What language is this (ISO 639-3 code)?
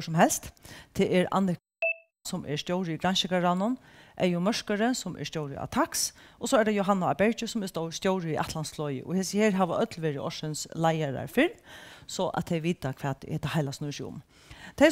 fao